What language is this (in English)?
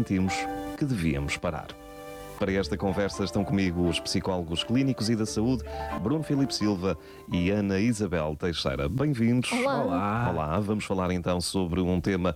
Portuguese